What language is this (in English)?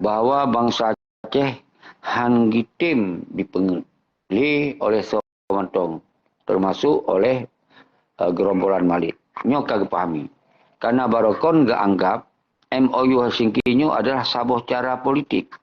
Achinese